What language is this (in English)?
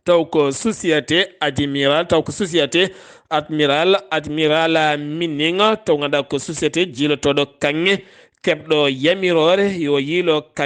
Fula